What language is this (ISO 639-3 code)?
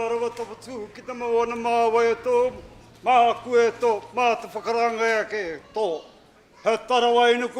mri